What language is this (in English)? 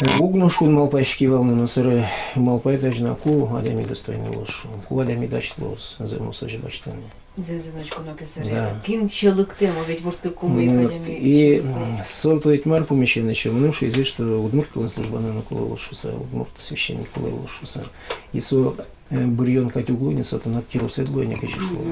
Udmurt